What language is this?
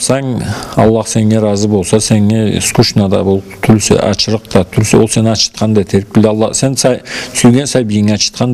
Karachay-Balkar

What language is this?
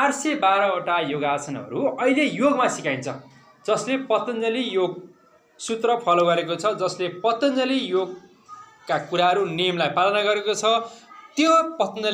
Nepali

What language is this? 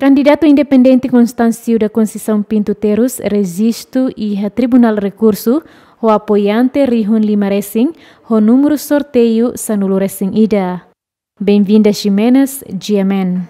Tetum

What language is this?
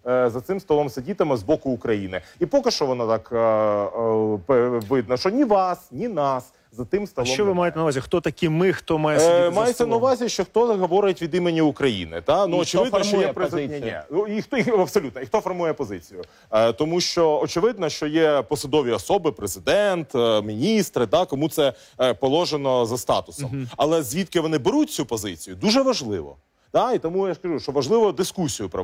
Ukrainian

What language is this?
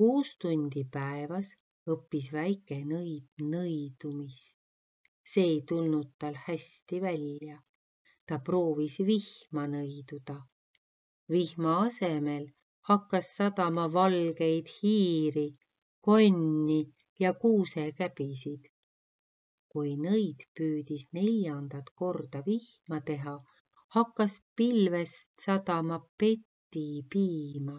Estonian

